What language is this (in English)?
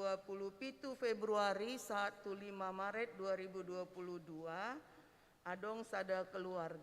Batak Toba